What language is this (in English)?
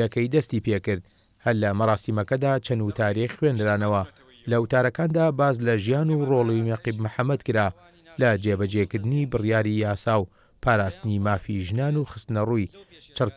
Central Kurdish